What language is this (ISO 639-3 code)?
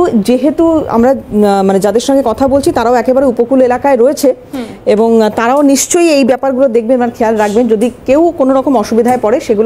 ben